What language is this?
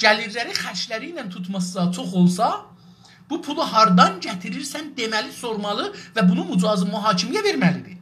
South Azerbaijani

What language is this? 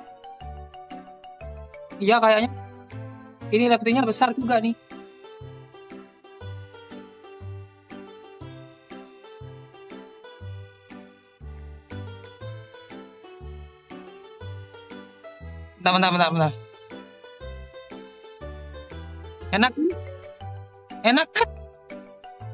Indonesian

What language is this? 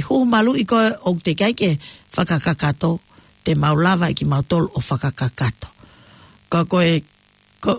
Tongan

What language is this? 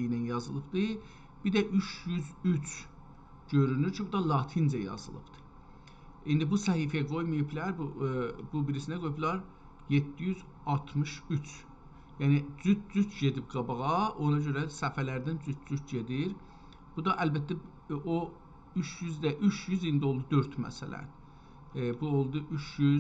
South Azerbaijani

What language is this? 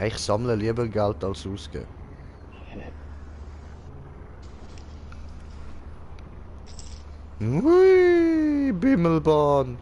Swiss German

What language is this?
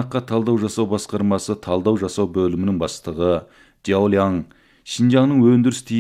Kazakh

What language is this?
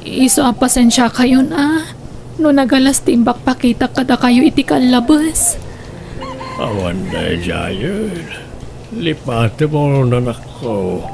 Iloko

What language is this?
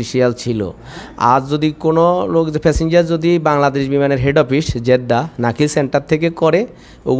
Bangla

